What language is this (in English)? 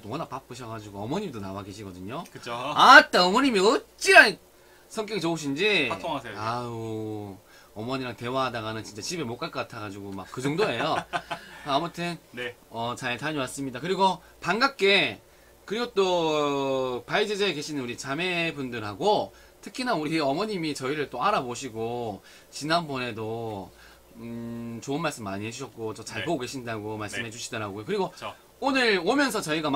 Korean